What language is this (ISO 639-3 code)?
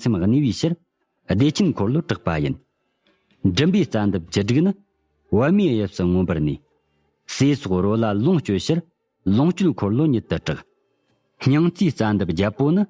bod